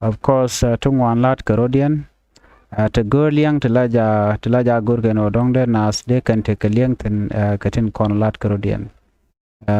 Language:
Nuer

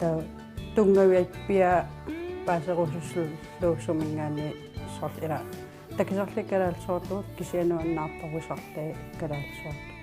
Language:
Kalaallisut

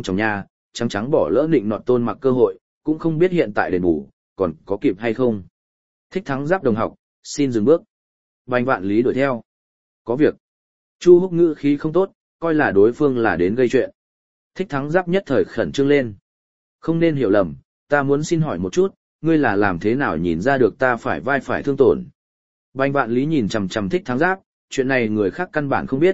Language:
Vietnamese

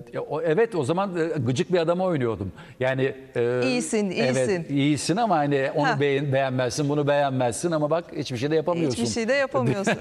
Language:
Turkish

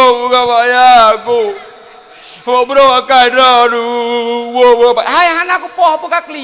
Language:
Achinese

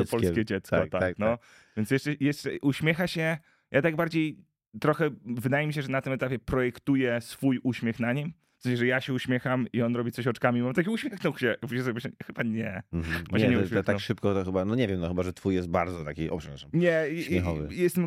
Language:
Polish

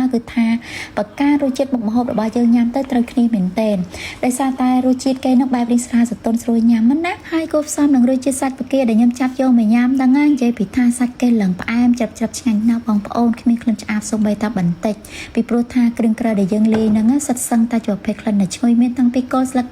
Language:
Khmer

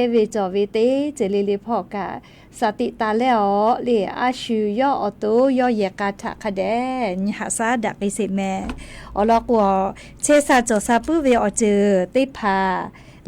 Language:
Lahu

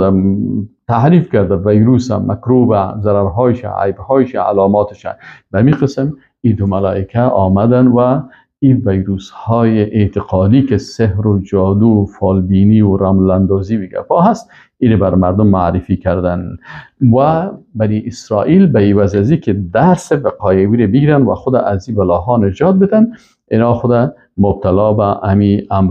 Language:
Persian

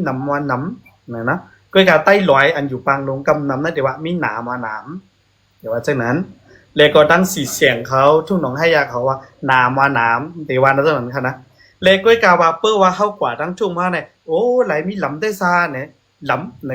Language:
Shan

